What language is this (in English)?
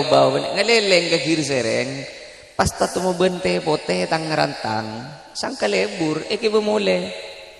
Madurese